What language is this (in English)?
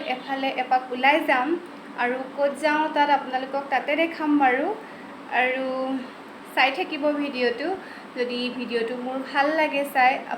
Assamese